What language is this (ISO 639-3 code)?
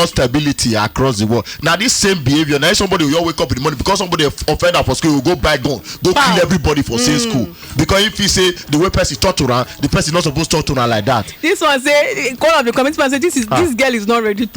pcm